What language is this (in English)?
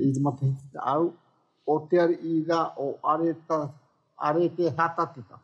Tahitian